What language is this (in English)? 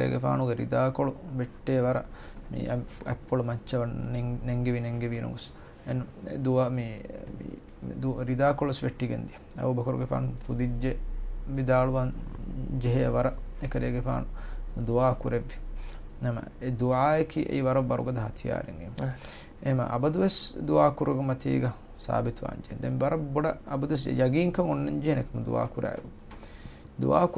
Divehi